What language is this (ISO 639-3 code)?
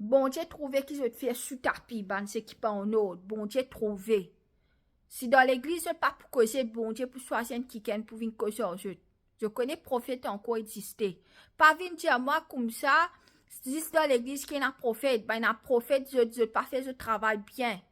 mfe